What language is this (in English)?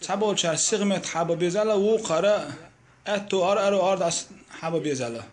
Chechen